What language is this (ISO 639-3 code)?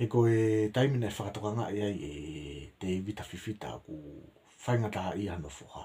ton